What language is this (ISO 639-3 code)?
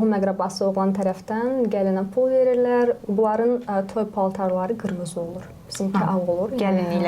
aze